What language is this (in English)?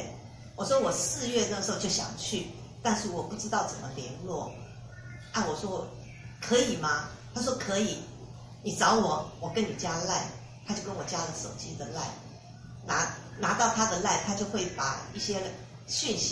Chinese